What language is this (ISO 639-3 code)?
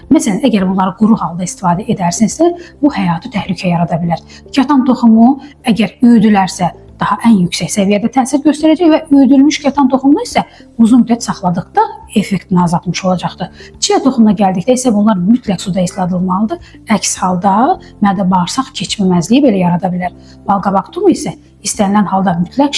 aze